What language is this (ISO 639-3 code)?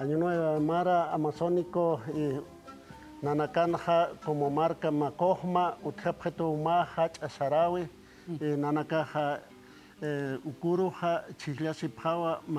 aym